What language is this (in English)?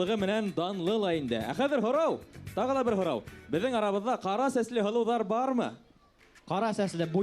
Bashkir